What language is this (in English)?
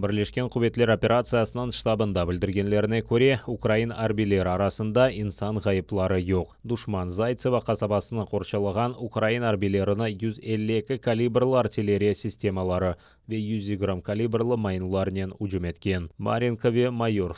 Crimean Tatar